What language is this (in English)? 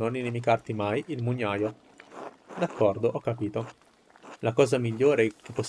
Italian